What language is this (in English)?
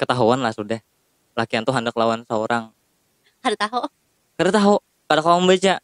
Banjar